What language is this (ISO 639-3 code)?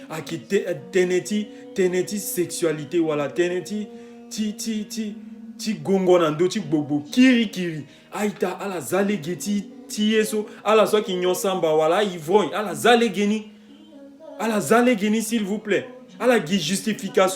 sag